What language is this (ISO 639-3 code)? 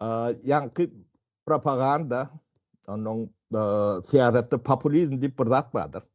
tuk